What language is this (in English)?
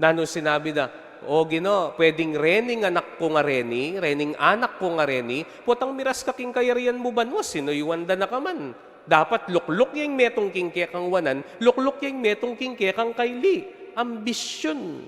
Pampanga